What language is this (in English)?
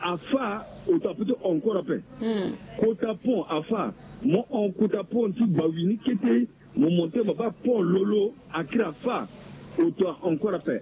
Sango